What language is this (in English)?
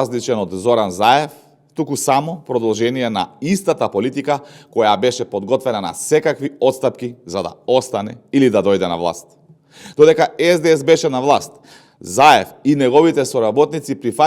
Macedonian